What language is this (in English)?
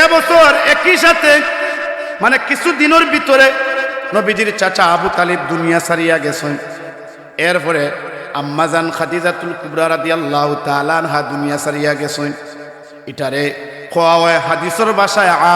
Sylheti